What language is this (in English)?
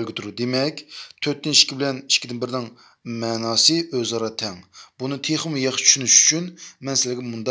Uyghur